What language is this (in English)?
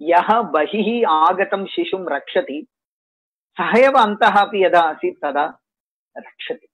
Sanskrit